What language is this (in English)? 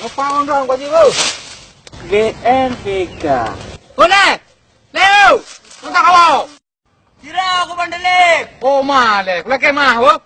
Achinese